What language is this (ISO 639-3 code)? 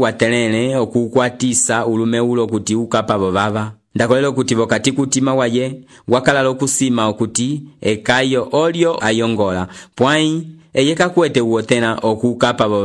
umb